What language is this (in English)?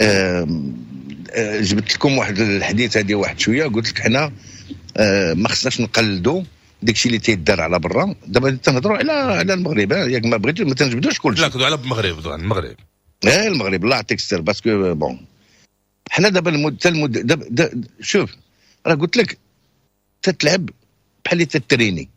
Moroccan Arabic